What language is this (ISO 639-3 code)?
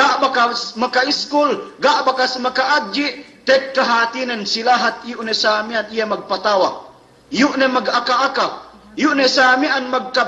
yka